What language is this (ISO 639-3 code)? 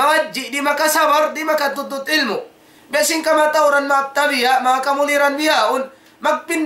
tsg